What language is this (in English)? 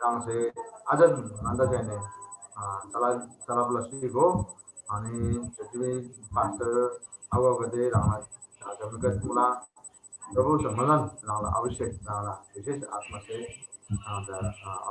Eastern Tamang